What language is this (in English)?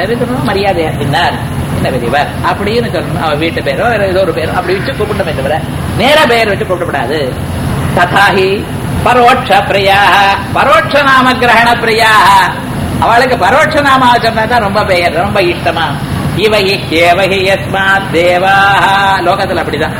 Tamil